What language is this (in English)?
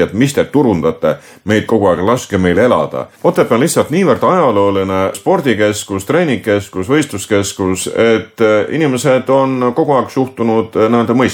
Estonian